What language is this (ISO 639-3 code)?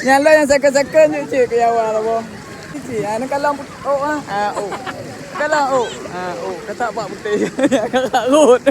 ace